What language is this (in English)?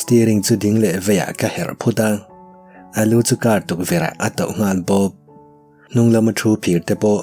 Mizo